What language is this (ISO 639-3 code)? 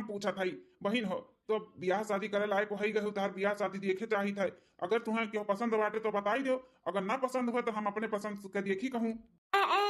awa